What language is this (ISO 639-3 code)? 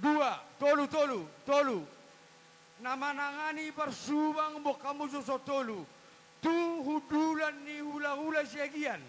bbc